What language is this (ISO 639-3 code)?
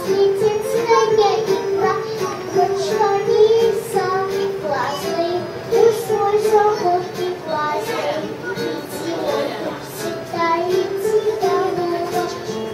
rus